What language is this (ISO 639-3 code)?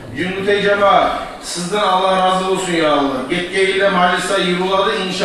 kum